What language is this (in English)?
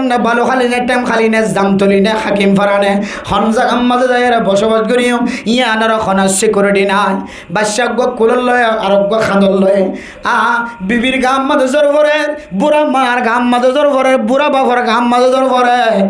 Rohingya